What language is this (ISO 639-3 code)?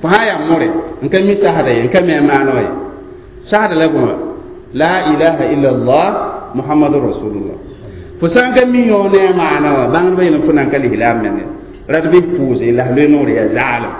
mos